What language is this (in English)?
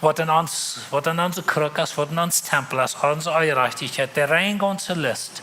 Plautdietsch